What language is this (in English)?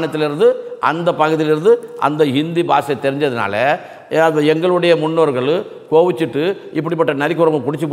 Tamil